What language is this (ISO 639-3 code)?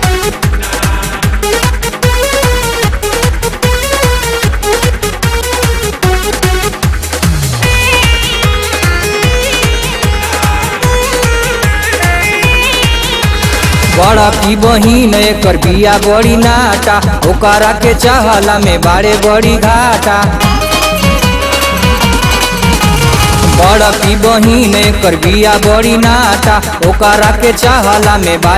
bho